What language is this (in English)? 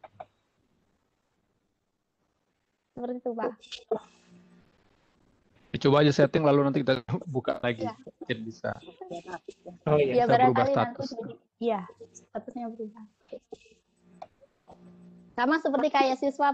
Indonesian